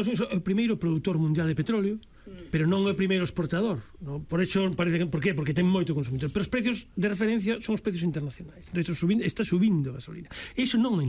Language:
Galician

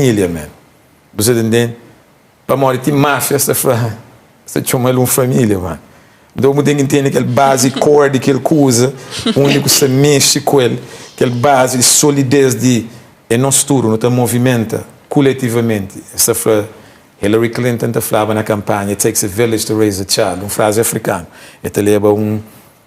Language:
Kabuverdianu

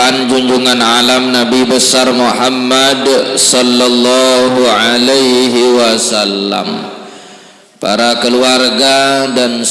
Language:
Sasak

